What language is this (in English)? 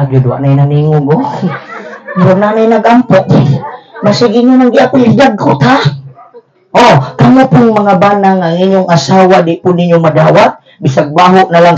Cebuano